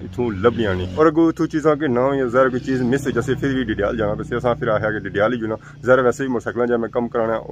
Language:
Pahari-Potwari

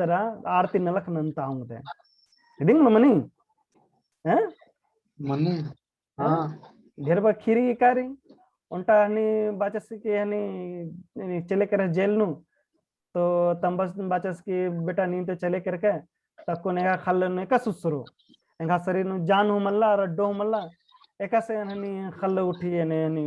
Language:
Kurukh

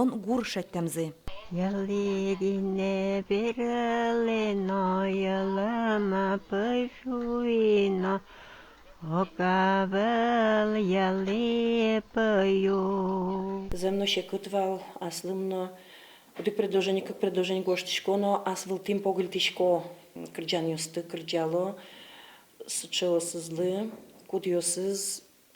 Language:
Udmurt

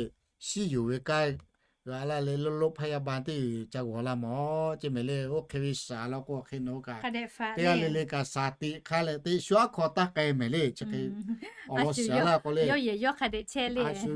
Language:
Lahu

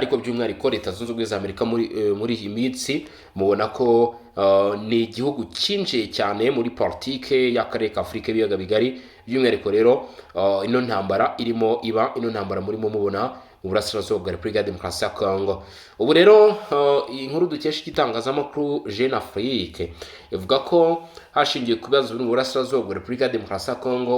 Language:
Kinyarwanda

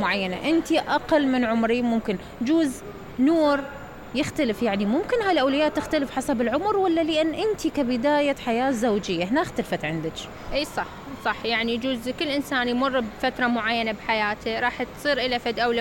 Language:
Mesopotamian Arabic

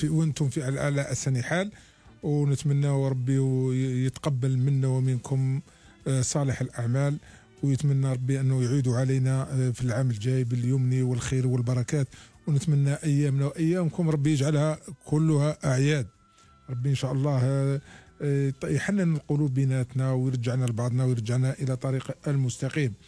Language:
Algerian Arabic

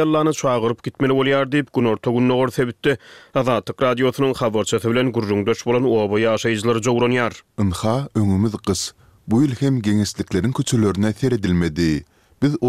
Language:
Turkmen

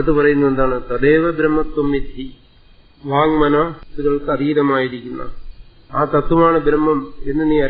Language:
Malayalam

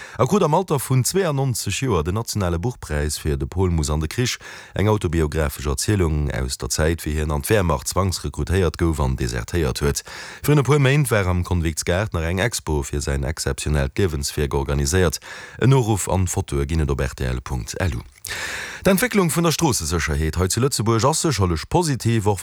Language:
Luxembourgish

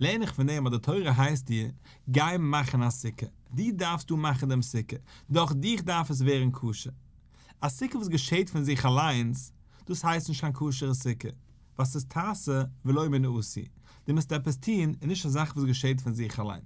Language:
Yiddish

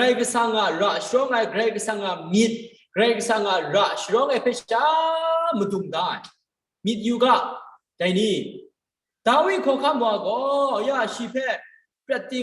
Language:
Kachin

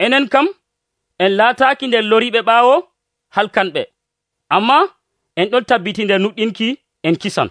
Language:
Nigerian Fulfulde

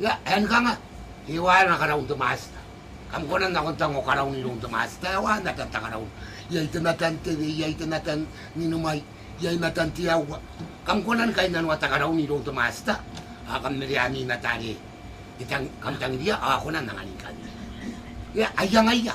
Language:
Gilbertese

